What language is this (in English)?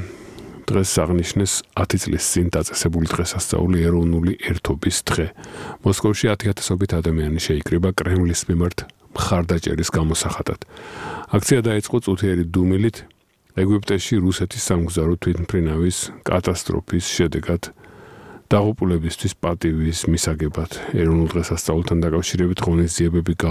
Georgian